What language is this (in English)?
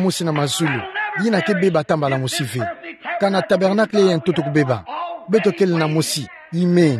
Kituba (Democratic Republic of Congo)